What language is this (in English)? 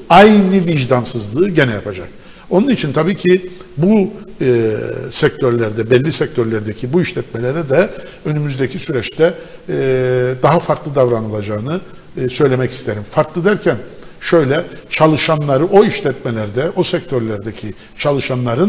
Turkish